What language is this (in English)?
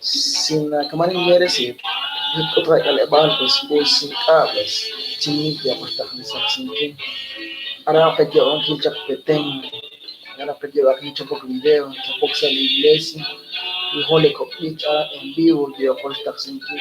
Kekchí